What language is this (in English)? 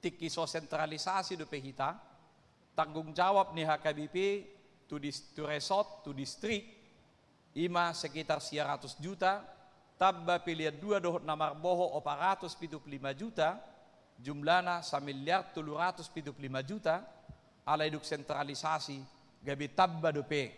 Batak Toba